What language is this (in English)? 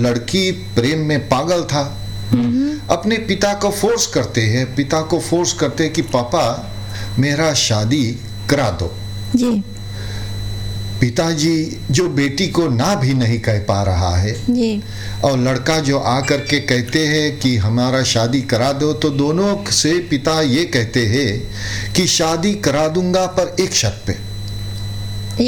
Hindi